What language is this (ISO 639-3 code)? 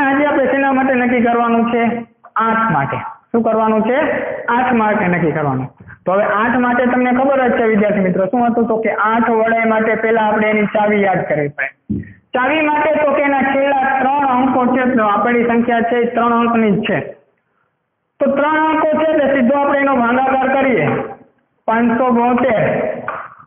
guj